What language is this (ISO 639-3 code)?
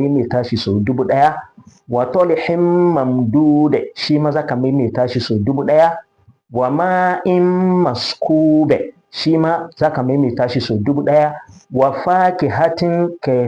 hau